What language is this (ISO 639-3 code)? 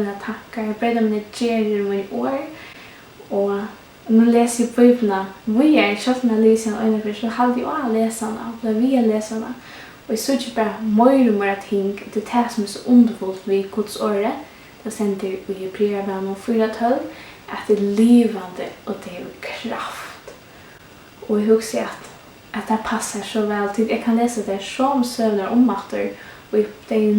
fao